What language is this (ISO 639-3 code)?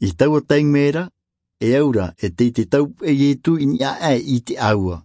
tah